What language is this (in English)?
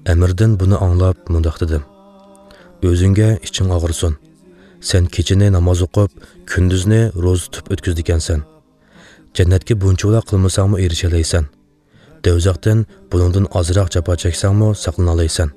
Uyghur